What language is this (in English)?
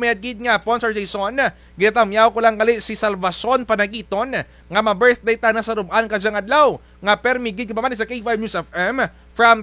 Kinaray-a